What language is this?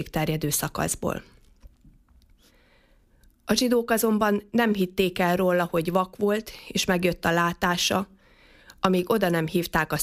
Hungarian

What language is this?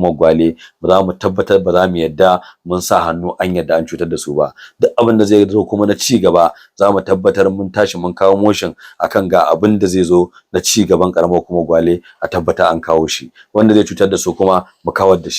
Hausa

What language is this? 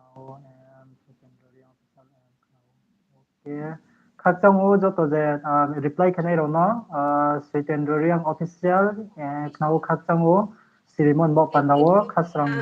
Riang (India)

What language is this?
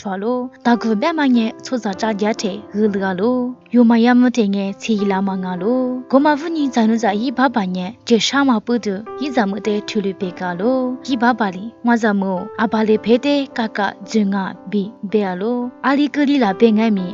Lisu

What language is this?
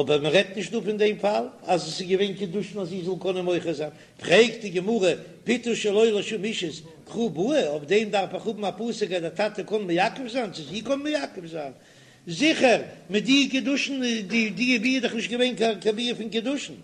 Yiddish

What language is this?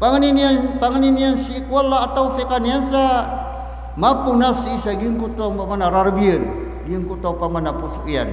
Maranao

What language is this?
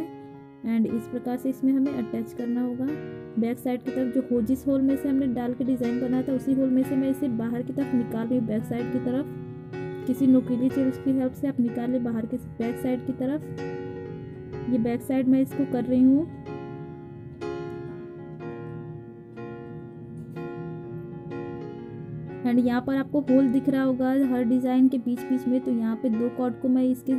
Hindi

